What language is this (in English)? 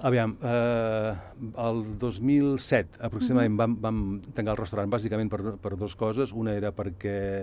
Catalan